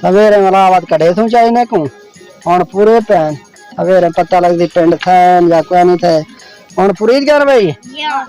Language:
Saraiki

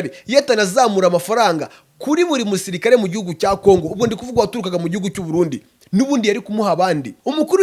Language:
Kinyarwanda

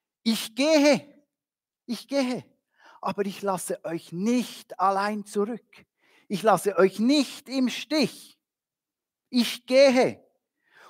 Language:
Swiss German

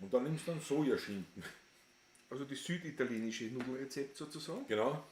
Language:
Bavarian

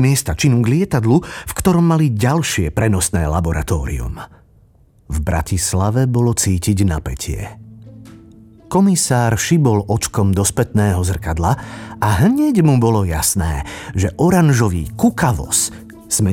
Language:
Slovak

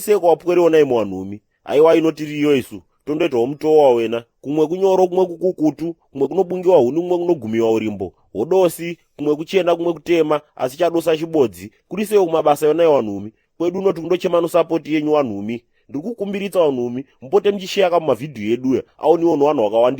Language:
Shona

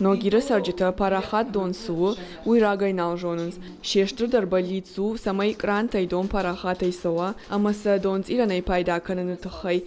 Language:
Ossetic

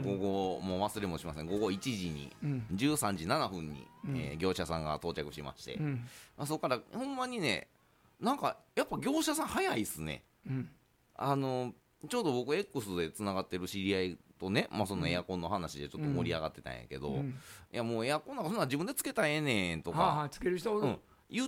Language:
Japanese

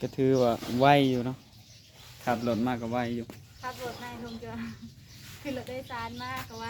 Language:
Northeastern Thai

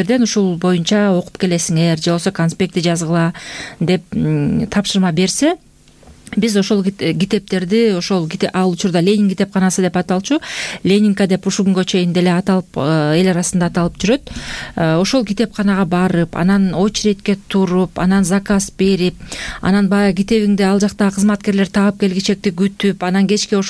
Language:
Kyrgyz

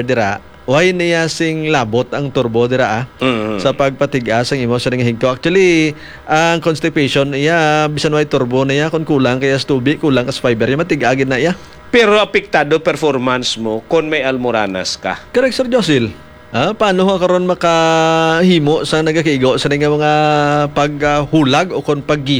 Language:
Hiligaynon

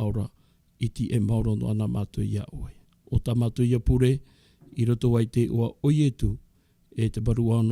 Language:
Tahitian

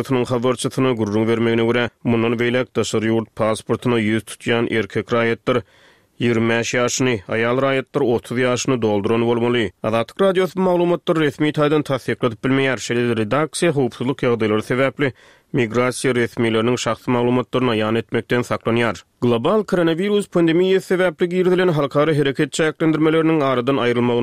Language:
Turkmen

